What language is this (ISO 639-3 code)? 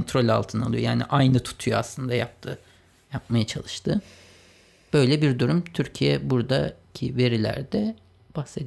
tur